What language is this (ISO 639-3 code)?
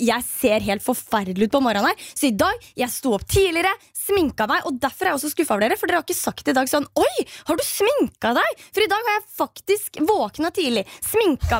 nor